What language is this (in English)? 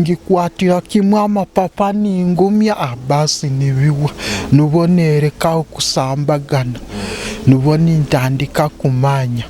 Nyoro